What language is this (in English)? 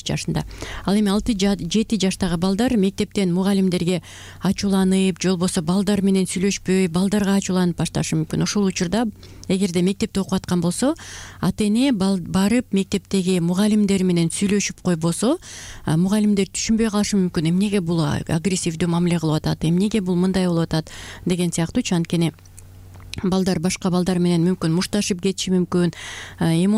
Kyrgyz